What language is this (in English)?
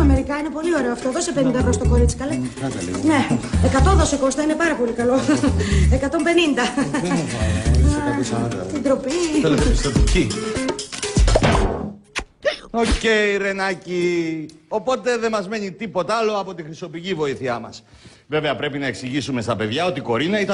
Greek